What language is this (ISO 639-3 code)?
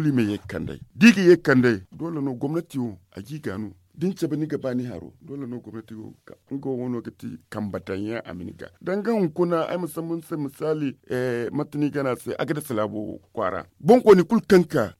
dje